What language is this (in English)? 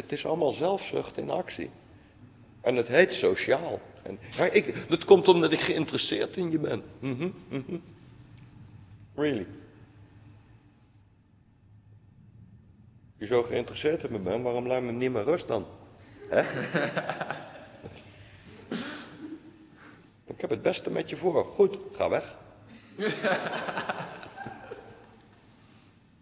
Dutch